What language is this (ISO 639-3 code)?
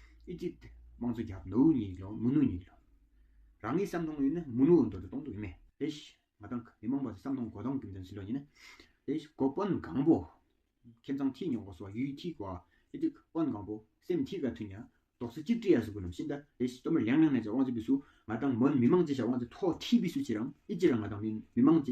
twm